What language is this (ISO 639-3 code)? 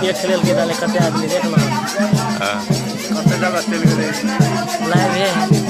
mai